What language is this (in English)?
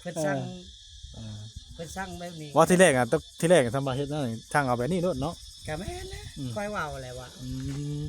Northeastern Thai